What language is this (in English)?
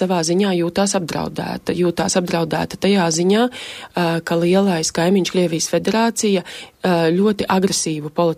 Latvian